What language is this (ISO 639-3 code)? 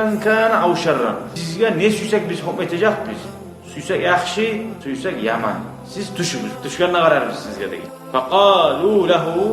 kum